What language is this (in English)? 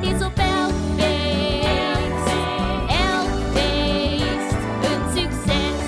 Western Frisian